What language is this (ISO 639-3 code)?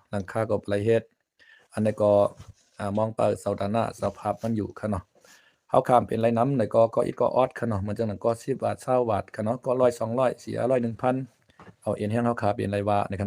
shn